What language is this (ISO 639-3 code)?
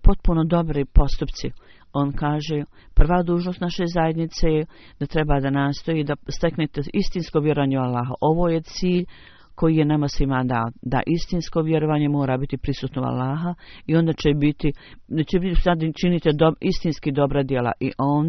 bos